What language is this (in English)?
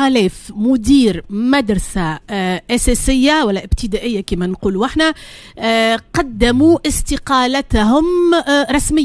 Tunisian Arabic